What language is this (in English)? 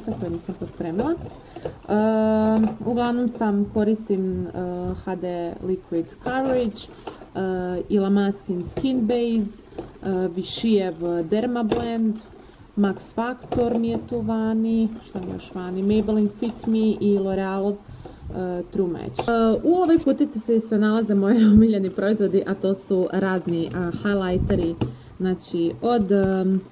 Croatian